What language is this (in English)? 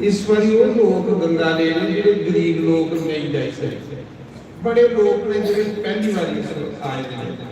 Dogri